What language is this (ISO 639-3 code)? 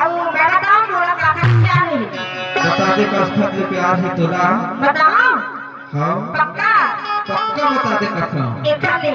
hne